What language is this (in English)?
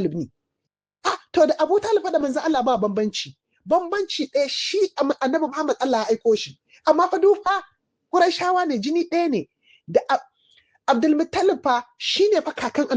Hausa